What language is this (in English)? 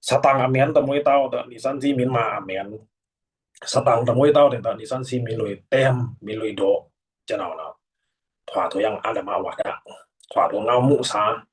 Pa'o Karen